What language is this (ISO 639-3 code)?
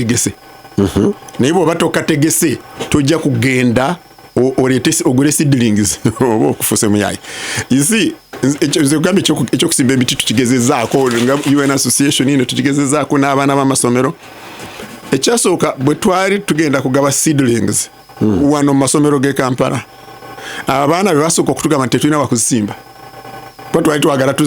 lug